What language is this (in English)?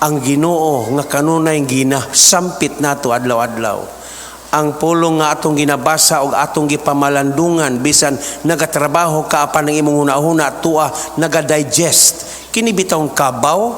Cebuano